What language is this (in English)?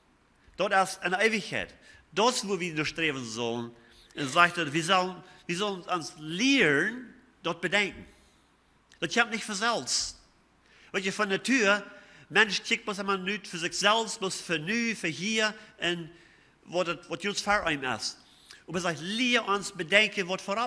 Plautdietsch